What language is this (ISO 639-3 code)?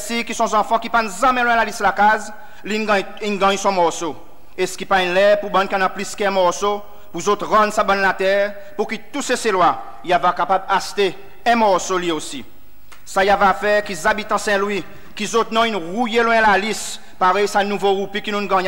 crs